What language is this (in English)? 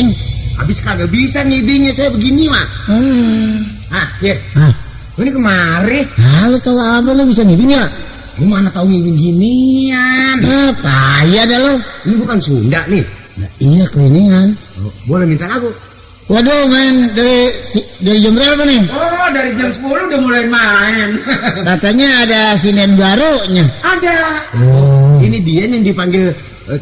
Betawi